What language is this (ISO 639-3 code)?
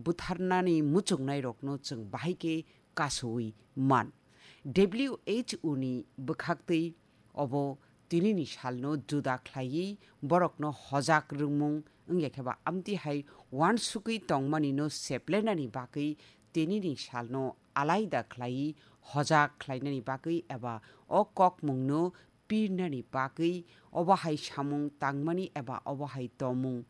trp